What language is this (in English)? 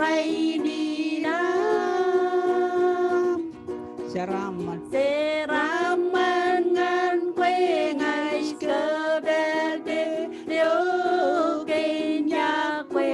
Marshallese